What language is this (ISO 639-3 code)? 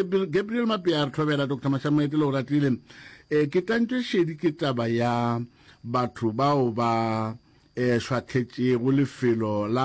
nso